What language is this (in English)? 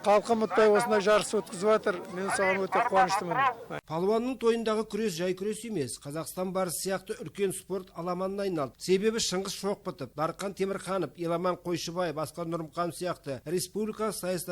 Kazakh